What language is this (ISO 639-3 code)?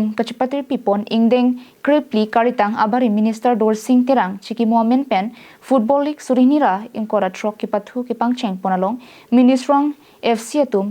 mjw